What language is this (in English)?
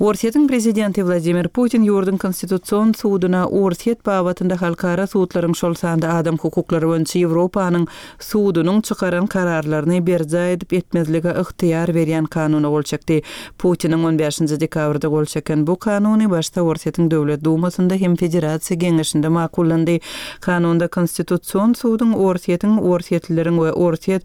Turkmen